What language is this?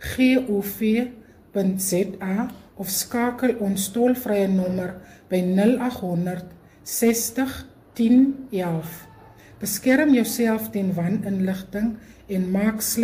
Afrikaans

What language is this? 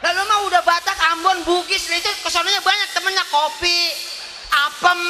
Betawi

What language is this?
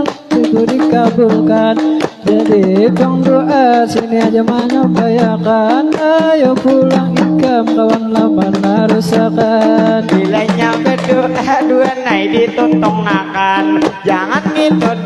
Banjar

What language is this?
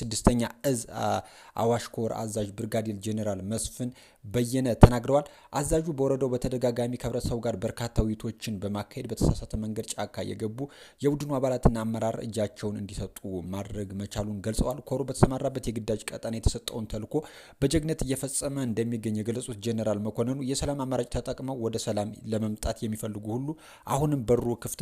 Amharic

